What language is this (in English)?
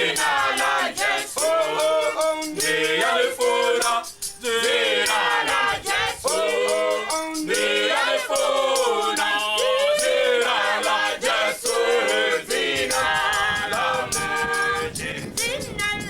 Venda